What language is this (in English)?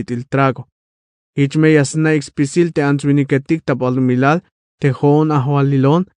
Tzeltal